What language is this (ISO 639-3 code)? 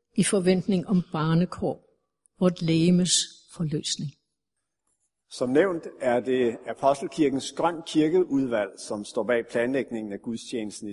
dan